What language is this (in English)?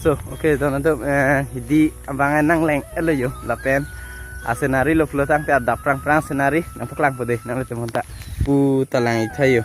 Karbi